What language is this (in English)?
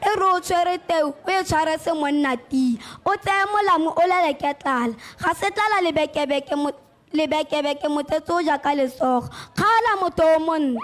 Tswana